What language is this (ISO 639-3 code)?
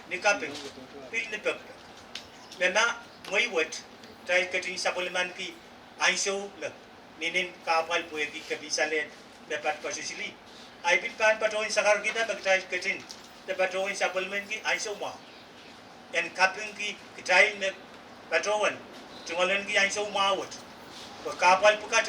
pon